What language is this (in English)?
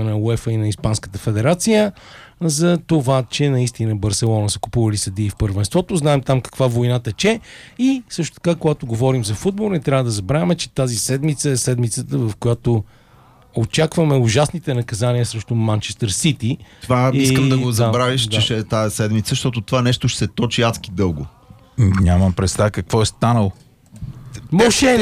Bulgarian